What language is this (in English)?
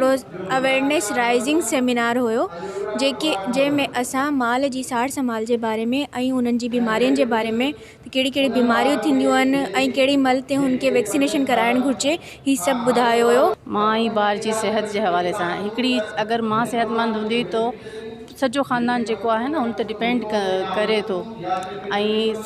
Sindhi